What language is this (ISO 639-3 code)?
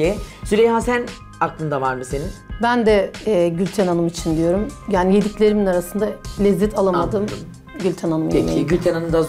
tur